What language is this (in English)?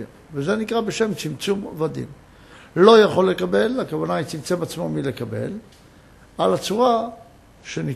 Hebrew